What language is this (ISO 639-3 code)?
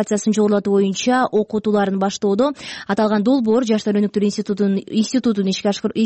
kir